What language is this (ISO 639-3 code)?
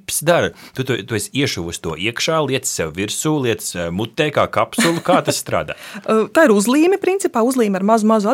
lav